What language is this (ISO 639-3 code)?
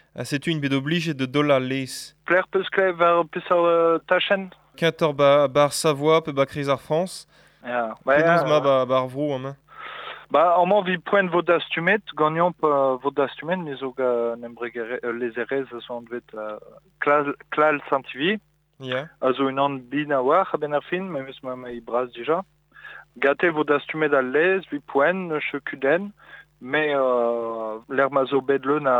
bre